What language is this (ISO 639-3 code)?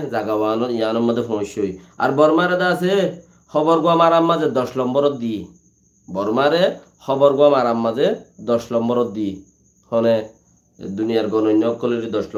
rhg